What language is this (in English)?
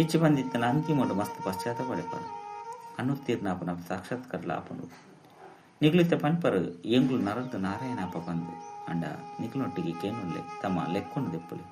Tulu